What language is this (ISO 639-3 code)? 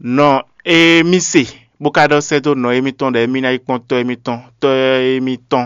fon